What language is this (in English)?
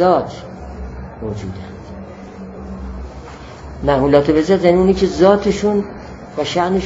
Persian